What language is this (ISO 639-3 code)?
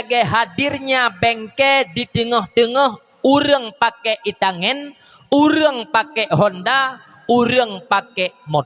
ace